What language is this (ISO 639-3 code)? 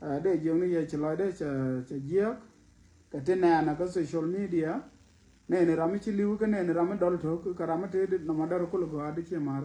nus